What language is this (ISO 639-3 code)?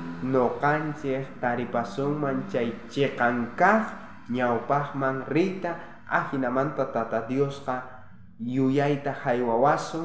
quh